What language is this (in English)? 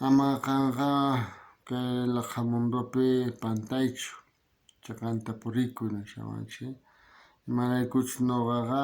South Bolivian Quechua